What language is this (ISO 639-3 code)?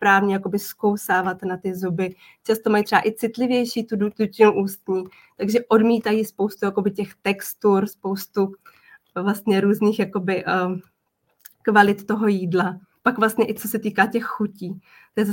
ces